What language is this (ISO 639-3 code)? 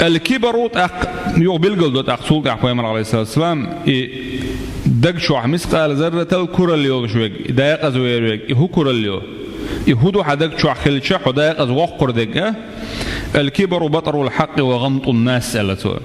che